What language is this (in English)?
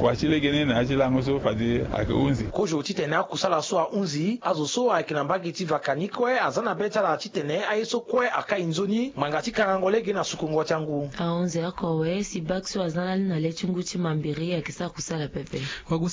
Sango